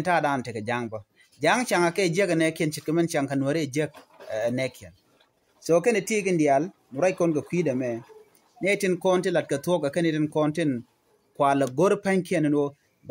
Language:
Nuer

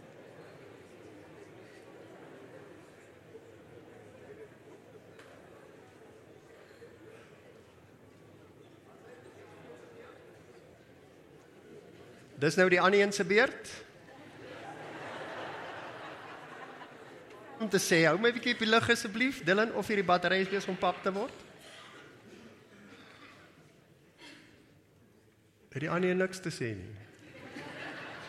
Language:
Afrikaans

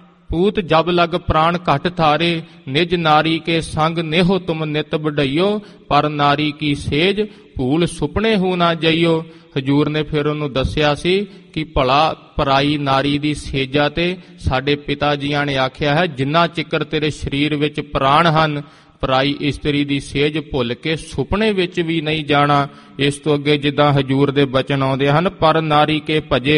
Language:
Punjabi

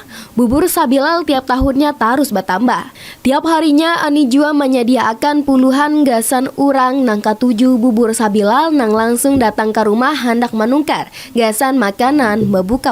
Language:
Banjar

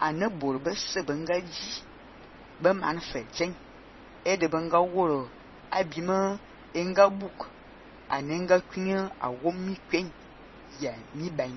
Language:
Fang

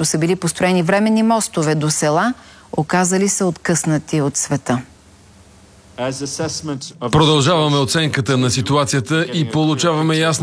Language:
Bulgarian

